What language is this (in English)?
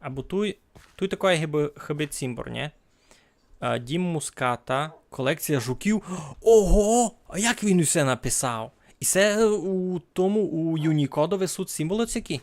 Rusyn